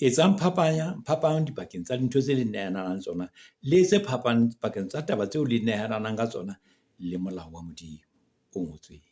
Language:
Southern Sotho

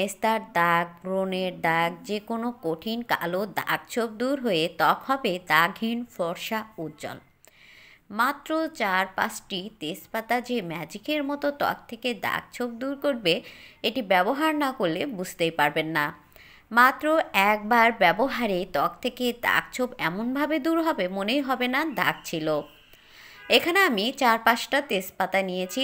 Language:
Bangla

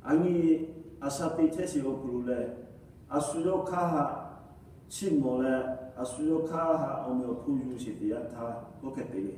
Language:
Lahu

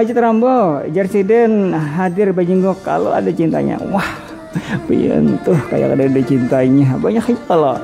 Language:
Banjar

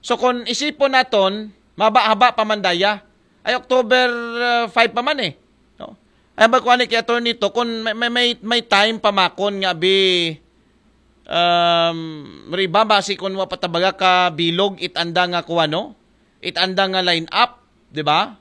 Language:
Aklanon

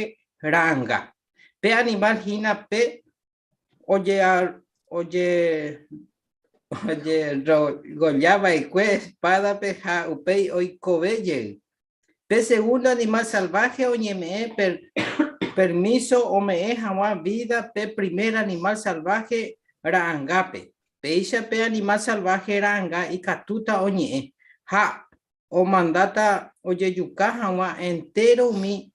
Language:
Guarani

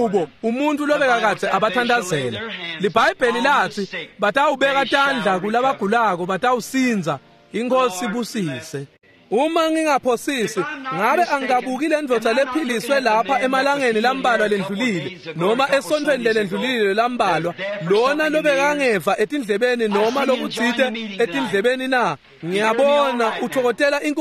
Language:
Swati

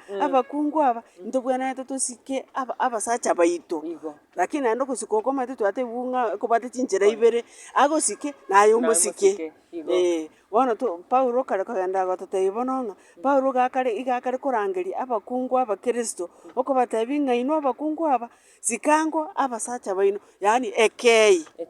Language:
Gusii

